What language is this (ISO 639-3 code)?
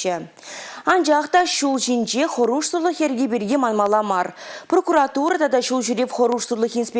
chv